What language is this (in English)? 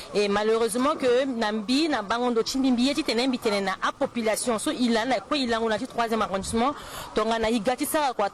Sango